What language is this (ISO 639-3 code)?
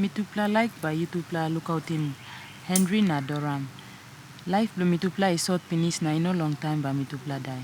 tpi